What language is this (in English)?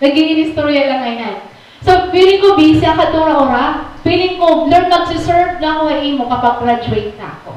Waray